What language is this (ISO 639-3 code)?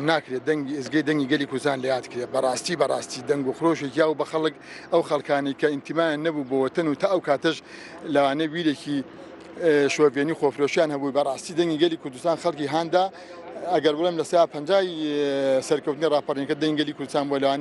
ckb